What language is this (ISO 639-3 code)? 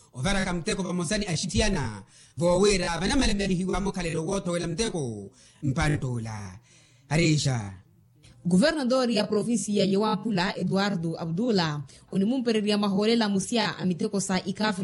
vmw